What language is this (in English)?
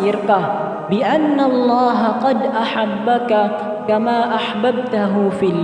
Maranao